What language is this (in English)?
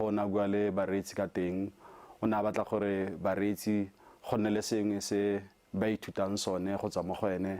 Tswana